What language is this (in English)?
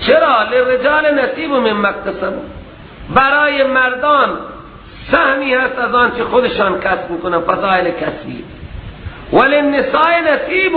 Persian